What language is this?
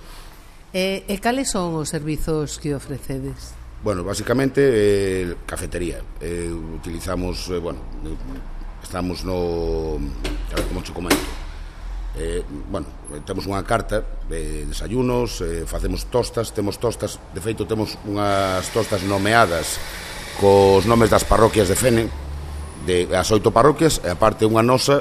Galician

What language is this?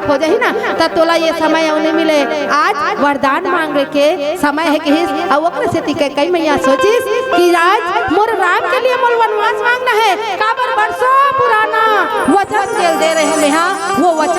Chhattisgarhi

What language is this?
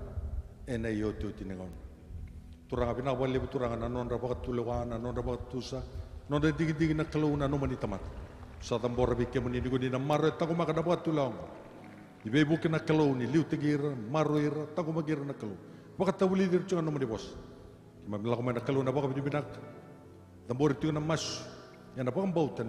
Fijian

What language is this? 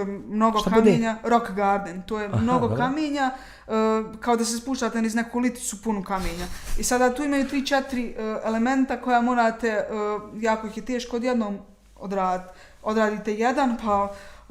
Bosnian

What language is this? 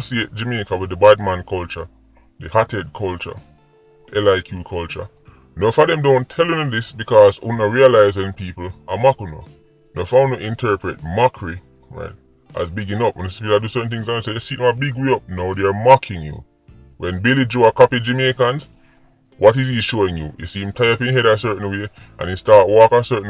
Jamaican Creole English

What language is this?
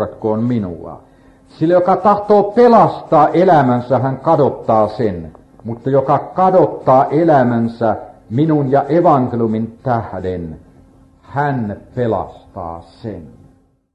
Finnish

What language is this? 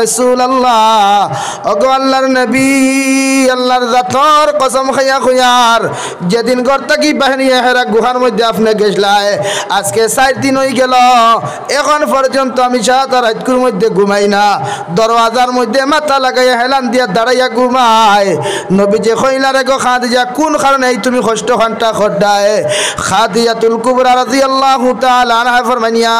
Sylheti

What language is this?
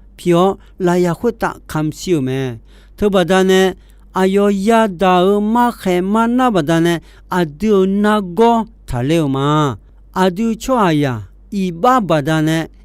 Akha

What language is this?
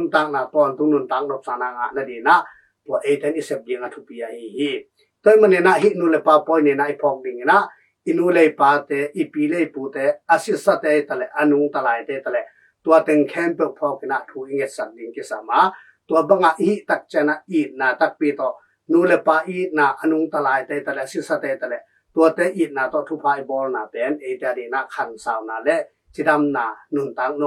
Tedim Chin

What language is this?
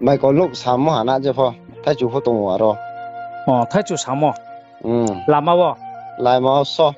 Riang (India)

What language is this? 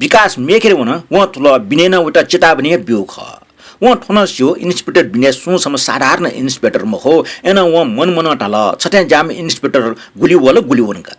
Newari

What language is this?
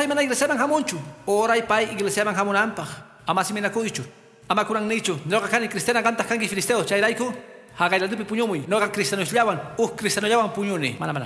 Quechua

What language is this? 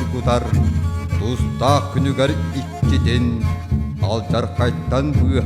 Yakut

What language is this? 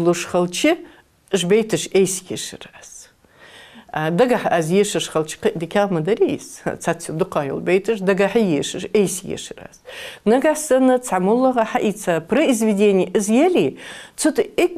Ingush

